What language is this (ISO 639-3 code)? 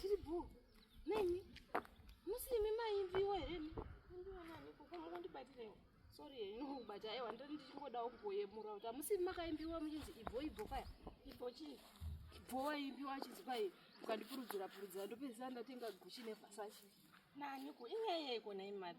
sna